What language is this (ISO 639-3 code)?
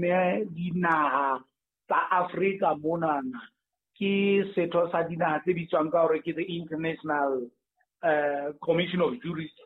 sot